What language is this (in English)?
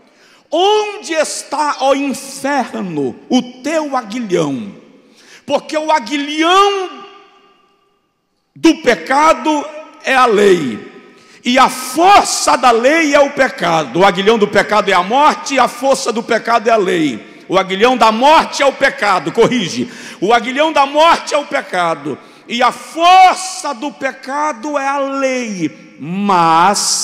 Portuguese